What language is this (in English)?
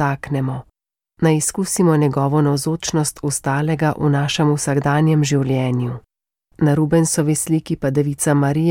Slovenian